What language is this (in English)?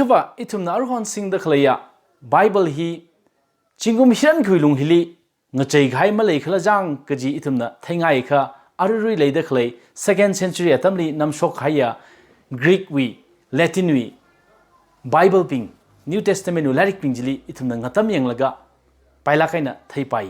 Tangkhul Naga (India)